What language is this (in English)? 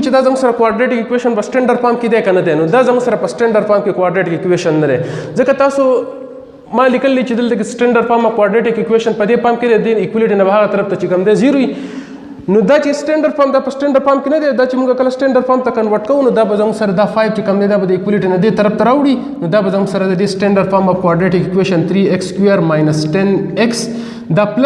Pashto